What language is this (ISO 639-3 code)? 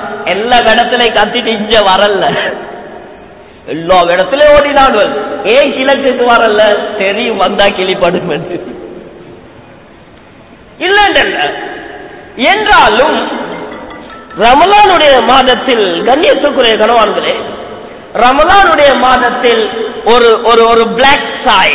tam